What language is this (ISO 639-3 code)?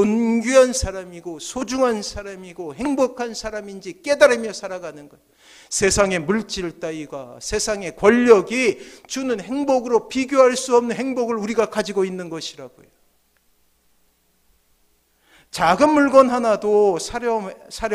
kor